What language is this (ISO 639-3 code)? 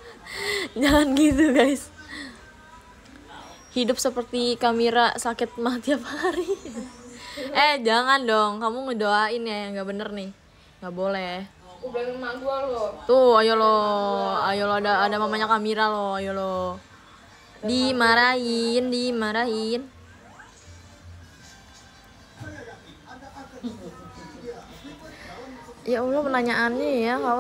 ind